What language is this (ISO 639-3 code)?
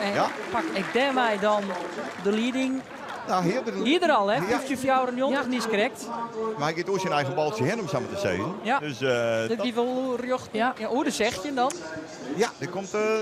fry